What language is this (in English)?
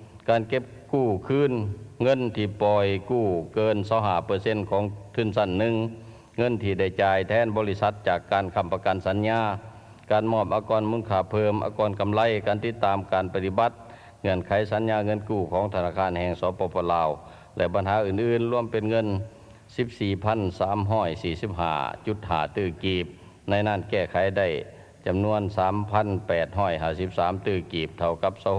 Lao